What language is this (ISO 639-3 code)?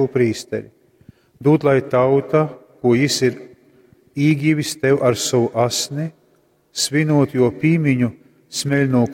ltg